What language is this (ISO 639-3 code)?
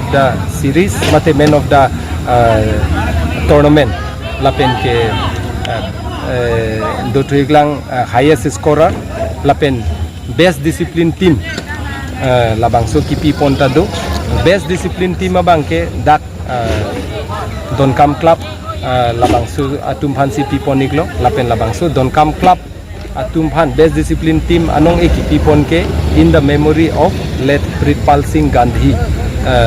mjw